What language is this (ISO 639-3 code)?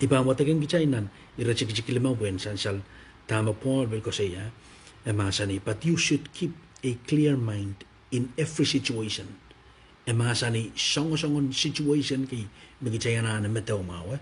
pon